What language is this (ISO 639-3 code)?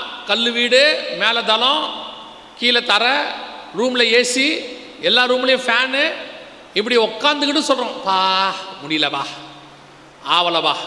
tam